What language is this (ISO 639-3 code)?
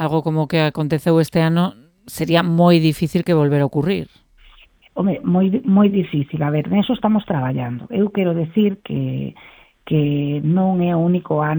glg